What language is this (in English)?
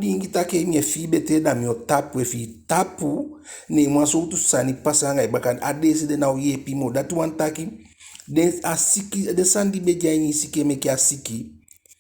Eastern Maroon Creole